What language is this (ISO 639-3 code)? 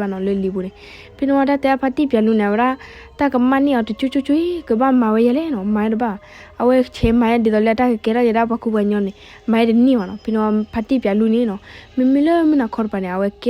ksw